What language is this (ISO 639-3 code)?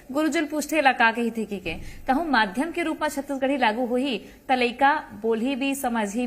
hne